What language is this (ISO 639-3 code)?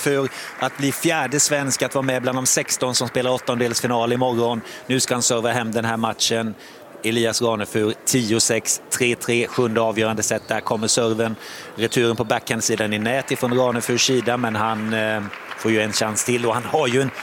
swe